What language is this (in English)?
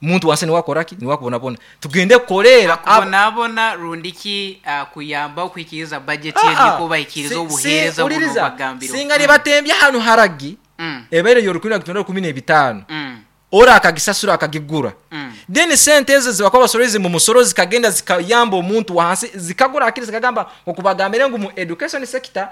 Nyoro